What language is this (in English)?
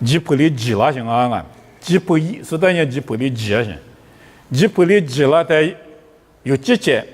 Lisu